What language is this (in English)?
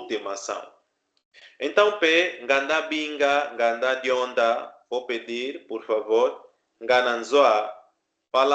Kimbundu